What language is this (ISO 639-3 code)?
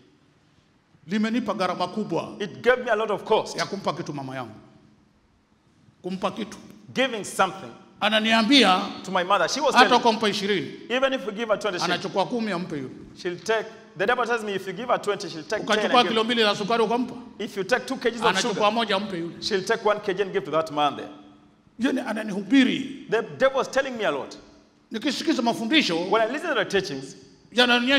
swa